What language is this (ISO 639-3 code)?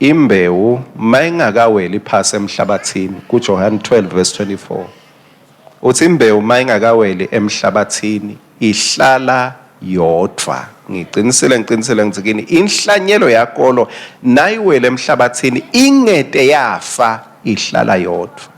ssw